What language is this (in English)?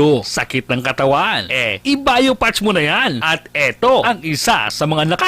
Bikol